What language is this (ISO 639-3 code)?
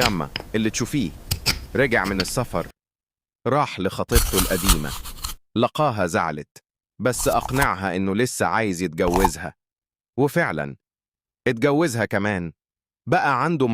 arz